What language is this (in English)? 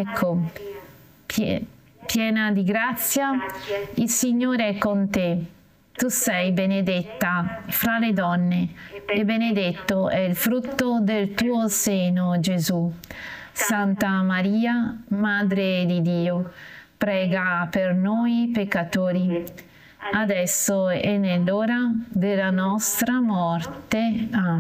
Italian